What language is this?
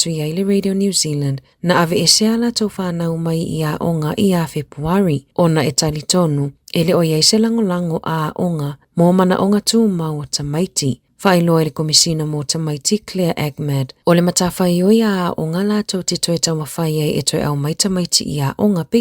Samoan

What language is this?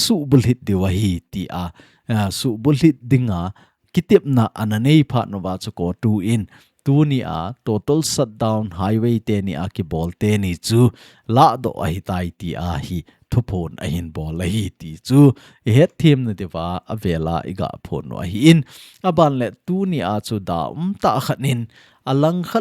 Thado Chin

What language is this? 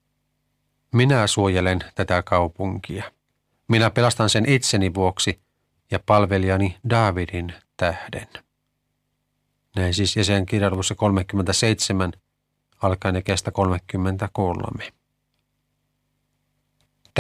Finnish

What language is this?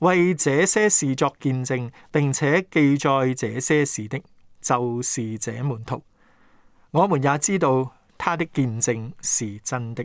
Cantonese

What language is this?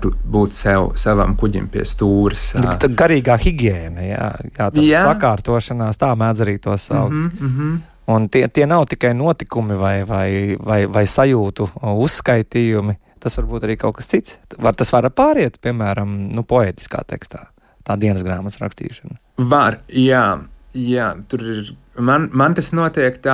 Latvian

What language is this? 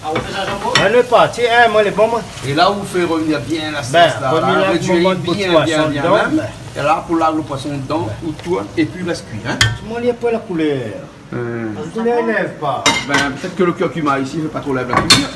Réunion Creole French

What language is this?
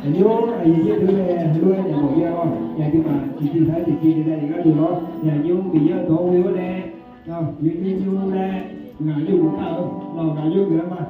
Akha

